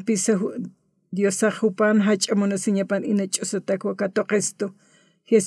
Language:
Aymara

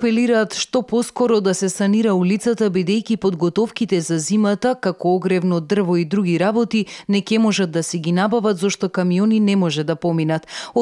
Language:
Macedonian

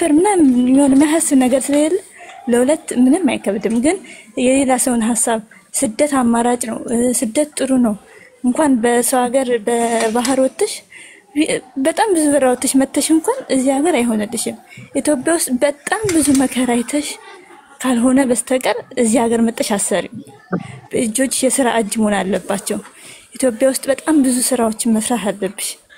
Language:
Amharic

